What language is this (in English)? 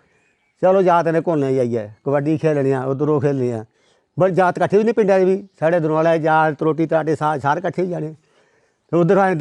Dogri